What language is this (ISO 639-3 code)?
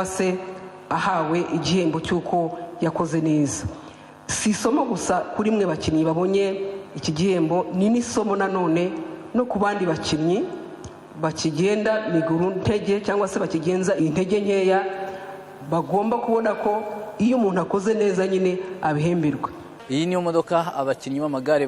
kin